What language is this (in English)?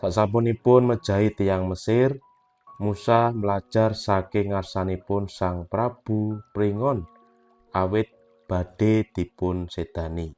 Javanese